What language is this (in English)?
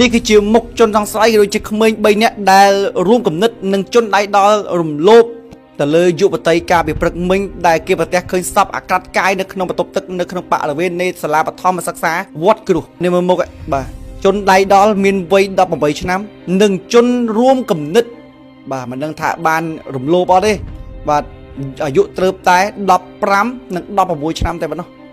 Khmer